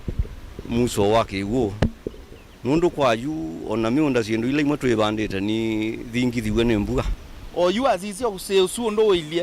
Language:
Kamba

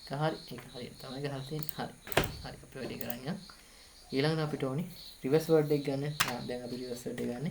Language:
Sinhala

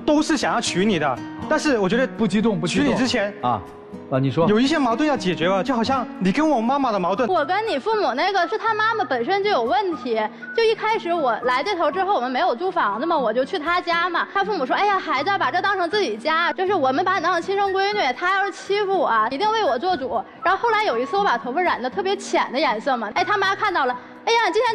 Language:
Chinese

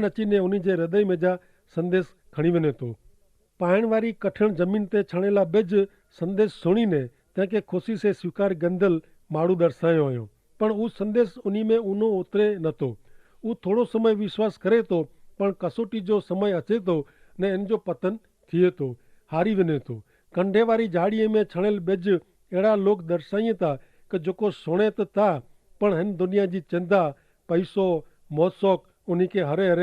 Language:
Kachhi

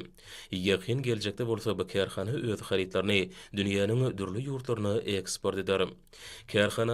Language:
Turkmen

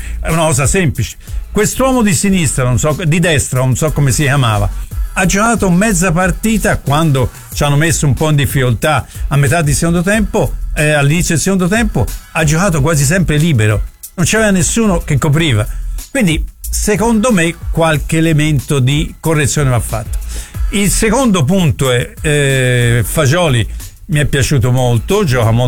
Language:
Italian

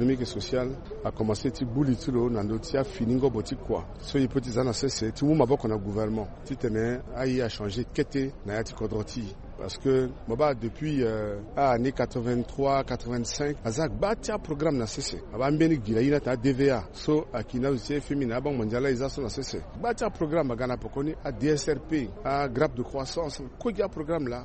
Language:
Sango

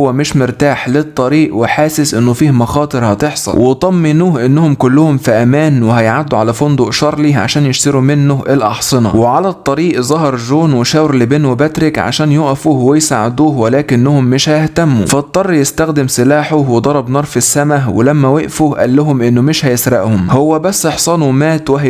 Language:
Egyptian Arabic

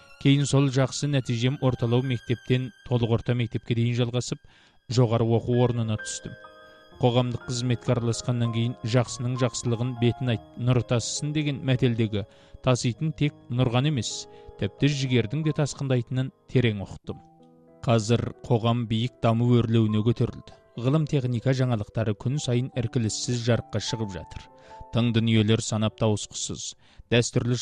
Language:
Kazakh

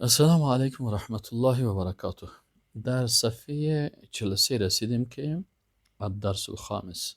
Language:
Persian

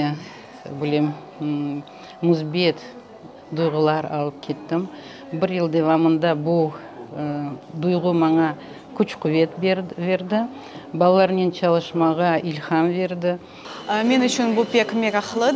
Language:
Crimean Tatar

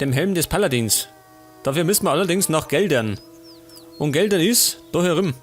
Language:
Bavarian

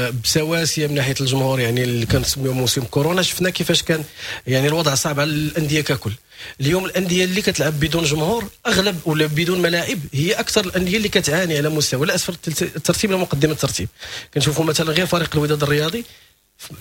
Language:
Moroccan Arabic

